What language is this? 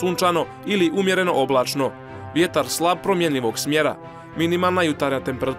Bosnian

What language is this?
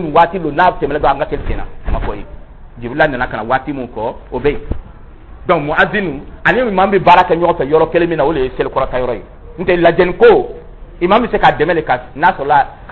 Dyula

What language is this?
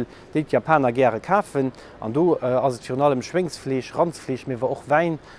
Luxembourgish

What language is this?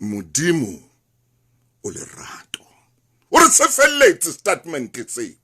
Southern Sotho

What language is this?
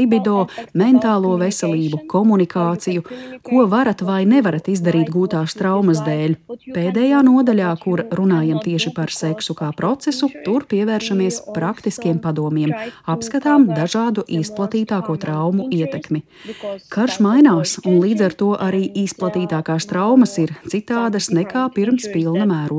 Latvian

